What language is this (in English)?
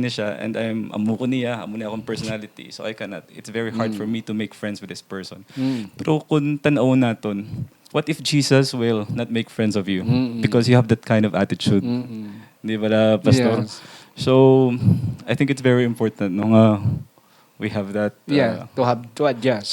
Hiligaynon